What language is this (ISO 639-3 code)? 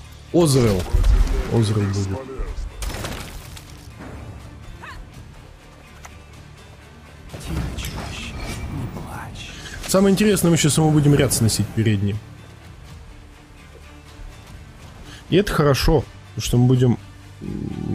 rus